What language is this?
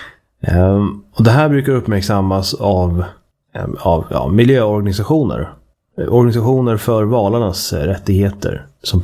Swedish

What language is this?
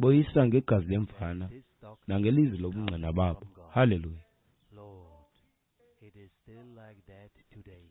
Xhosa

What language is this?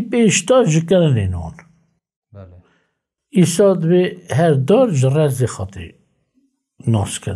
Kurdish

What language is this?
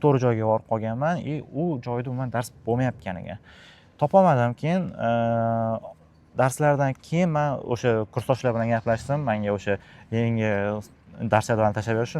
Uzbek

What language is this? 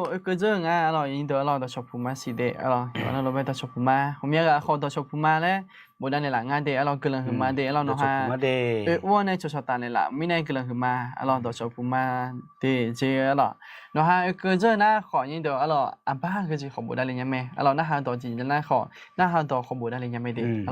Akha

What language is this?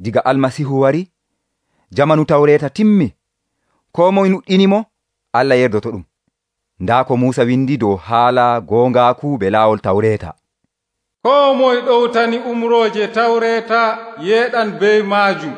Nigerian Fulfulde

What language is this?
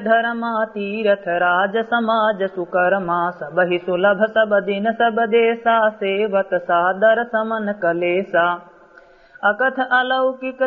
Awadhi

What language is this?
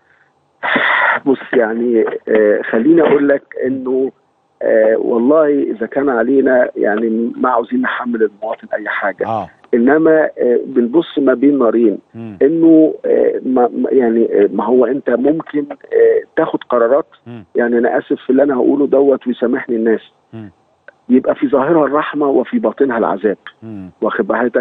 Egyptian Arabic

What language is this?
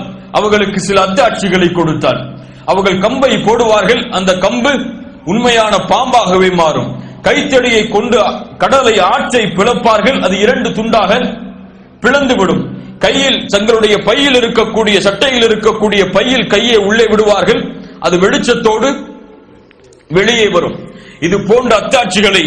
Tamil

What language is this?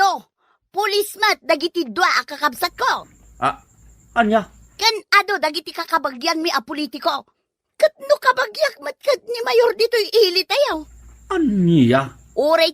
Iloko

